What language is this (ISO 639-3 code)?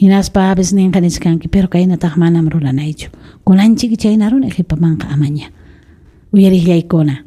quy